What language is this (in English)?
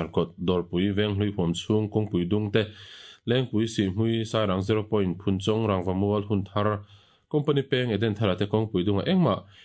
Mizo